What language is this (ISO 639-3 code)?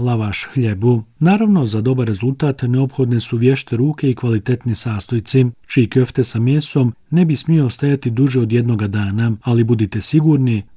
bos